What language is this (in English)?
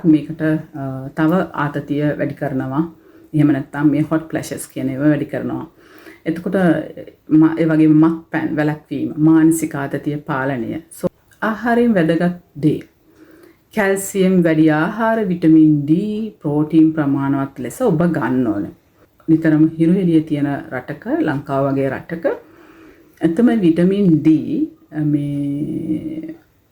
Sinhala